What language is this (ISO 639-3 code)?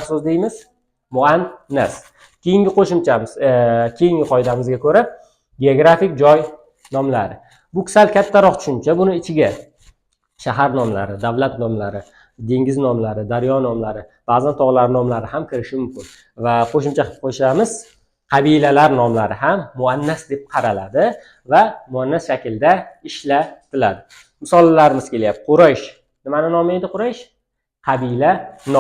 uzb